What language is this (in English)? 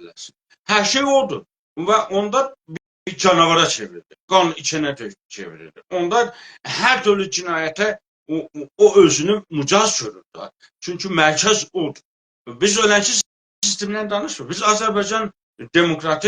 South Azerbaijani